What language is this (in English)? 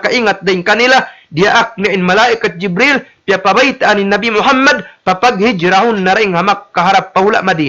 Tausug